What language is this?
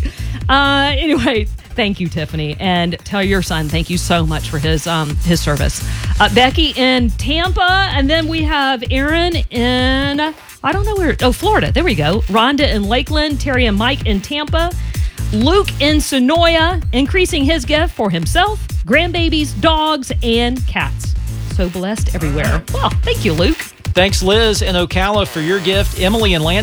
English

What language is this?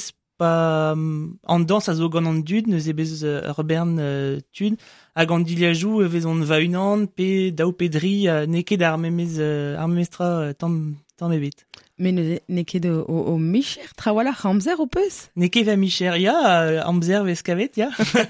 Breton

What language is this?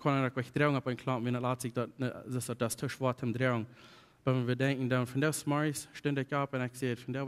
Plautdietsch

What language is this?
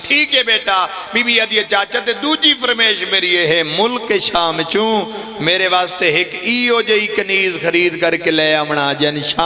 Pahari-Potwari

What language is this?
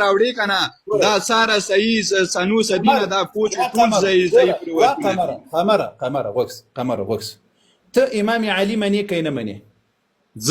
Pashto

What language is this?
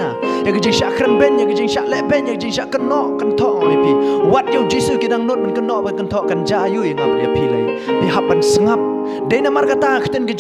Khasi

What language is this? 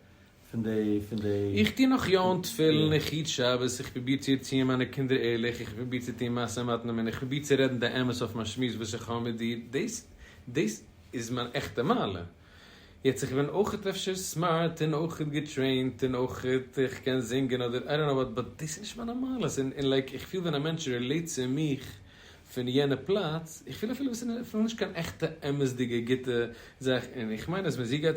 Yiddish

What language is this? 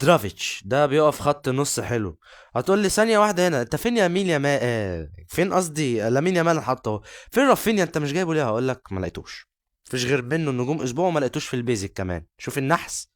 Egyptian Arabic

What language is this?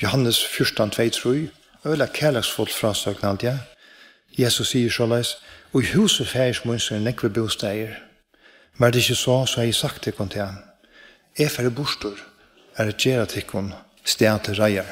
Faroese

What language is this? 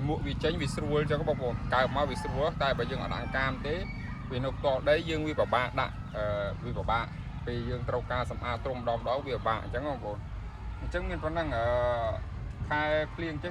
Khmer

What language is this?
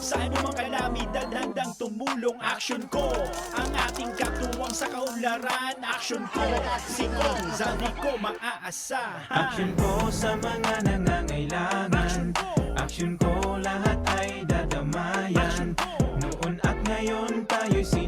Bikol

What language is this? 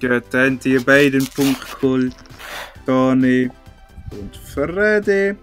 Swiss German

